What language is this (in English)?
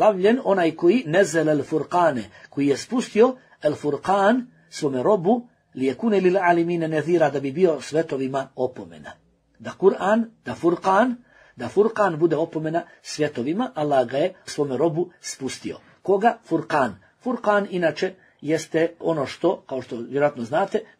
Bosnian